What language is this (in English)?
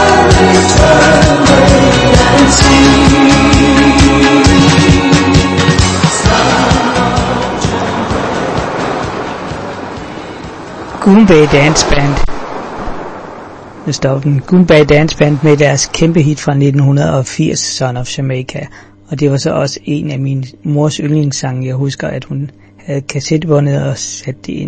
Danish